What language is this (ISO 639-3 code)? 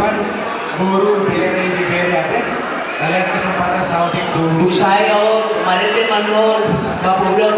bbc